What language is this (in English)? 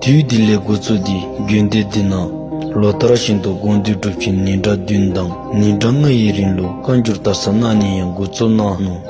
Dzongkha